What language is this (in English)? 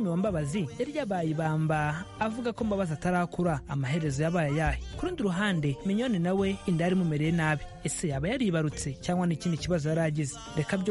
Kinyarwanda